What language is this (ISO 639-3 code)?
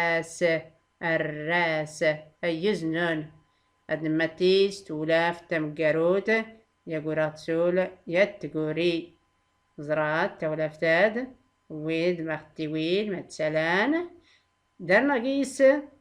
shi